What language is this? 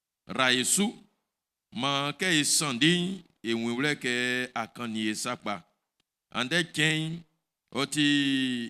Baoulé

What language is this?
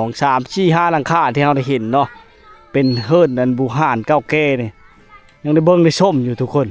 Lao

